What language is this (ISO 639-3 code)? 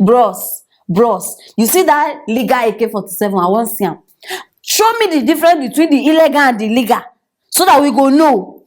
pcm